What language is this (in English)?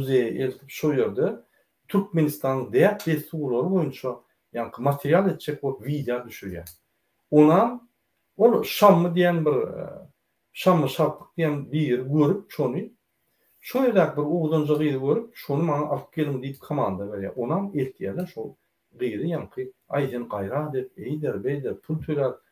Turkmen